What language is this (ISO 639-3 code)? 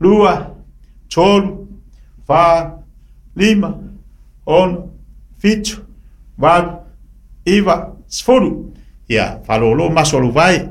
smo